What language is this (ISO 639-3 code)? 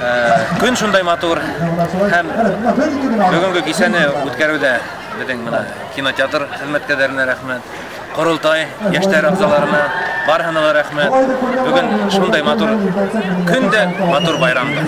bak